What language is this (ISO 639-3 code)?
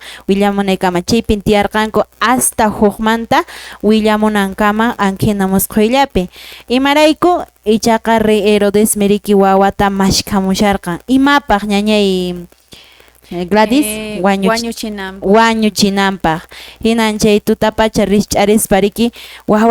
que